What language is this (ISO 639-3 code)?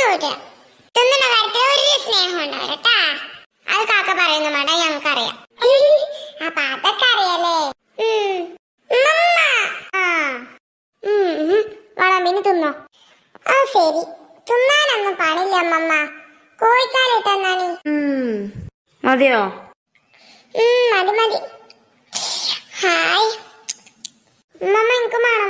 mal